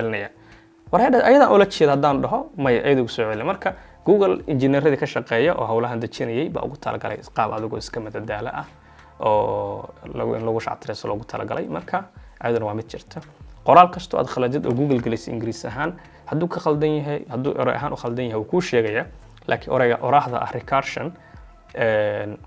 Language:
Somali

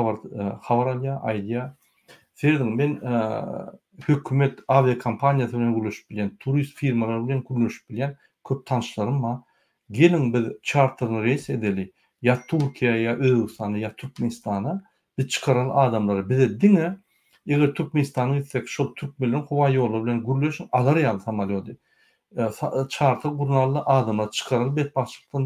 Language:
Turkmen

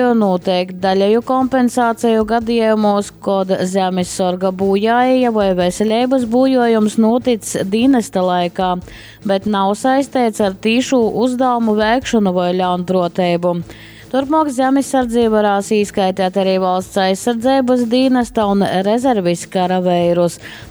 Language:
Latgalian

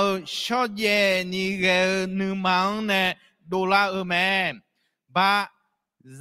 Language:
Akha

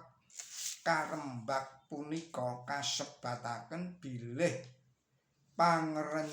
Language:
Javanese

